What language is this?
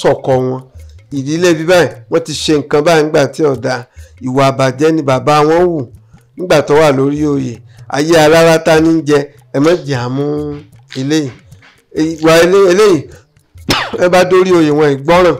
Yoruba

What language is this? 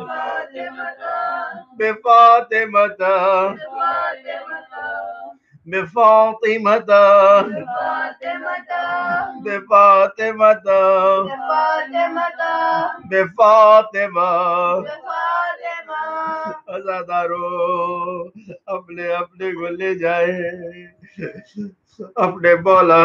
Urdu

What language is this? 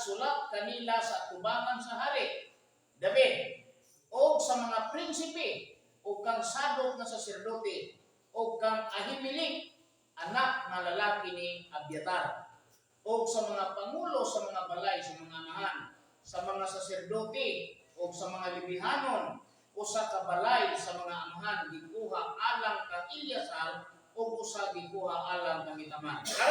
Cebuano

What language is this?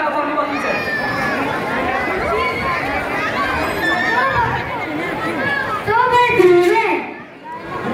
Gujarati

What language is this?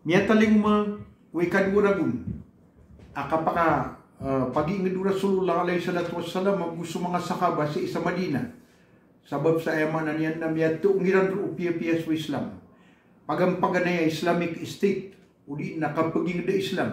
Maranao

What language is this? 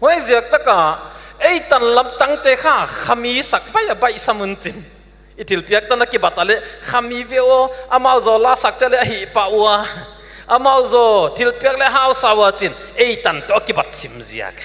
Paite Chin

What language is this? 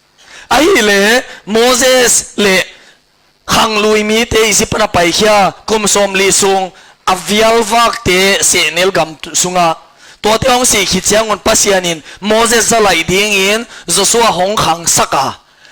Tedim Chin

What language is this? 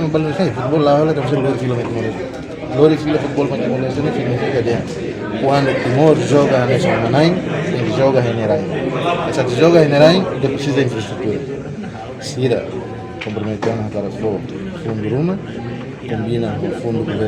Tetum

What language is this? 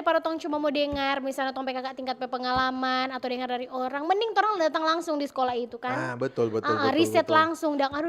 Manado Malay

